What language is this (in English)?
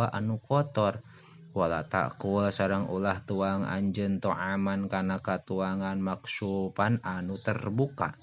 Sundanese